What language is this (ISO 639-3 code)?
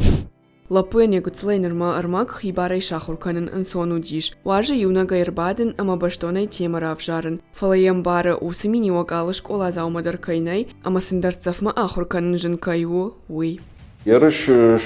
oss